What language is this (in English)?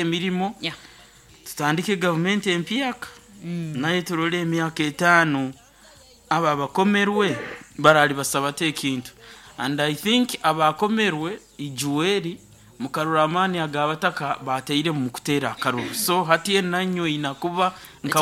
Nyankole